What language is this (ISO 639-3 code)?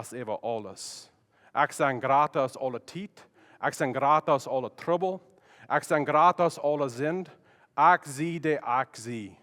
pdt